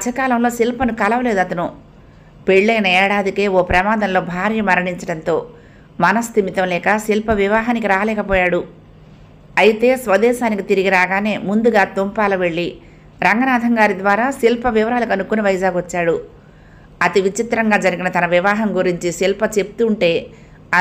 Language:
Telugu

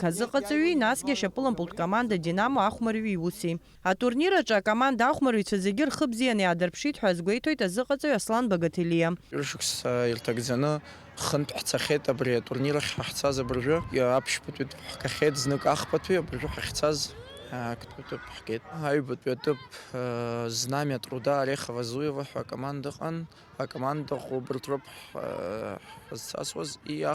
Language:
Abkhazian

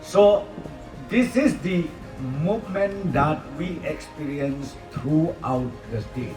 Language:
Garo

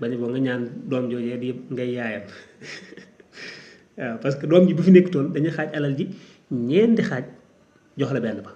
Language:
Wolof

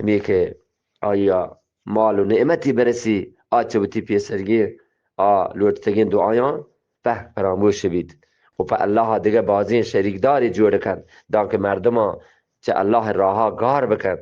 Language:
Eastern Balochi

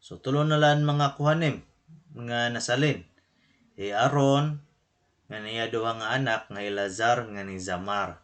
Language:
Waray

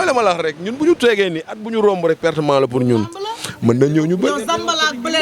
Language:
Wolof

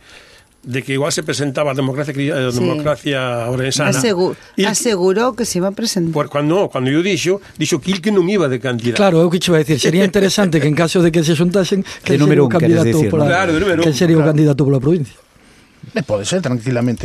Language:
Galician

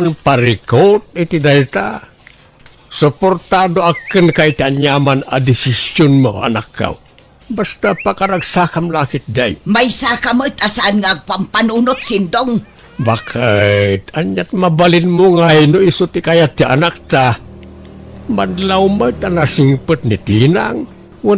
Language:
Iloko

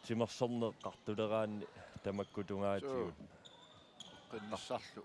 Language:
Kalaallisut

